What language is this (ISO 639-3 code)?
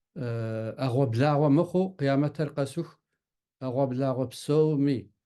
kbd